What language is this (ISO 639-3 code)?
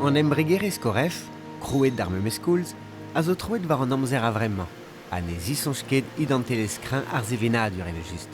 bre